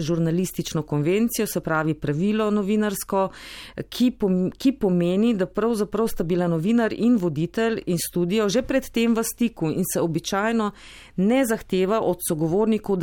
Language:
Slovenian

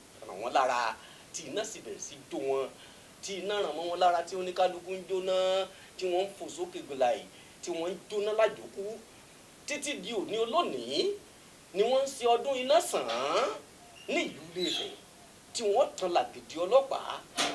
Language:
Yoruba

